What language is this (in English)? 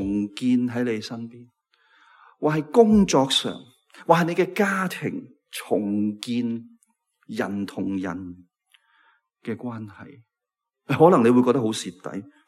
Cantonese